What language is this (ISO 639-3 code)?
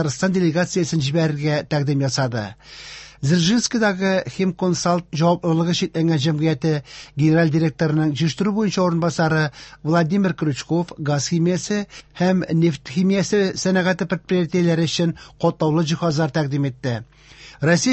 tat